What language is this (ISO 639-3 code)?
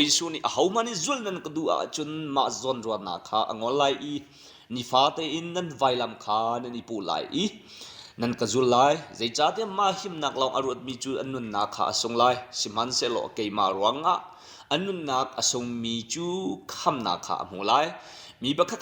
cnh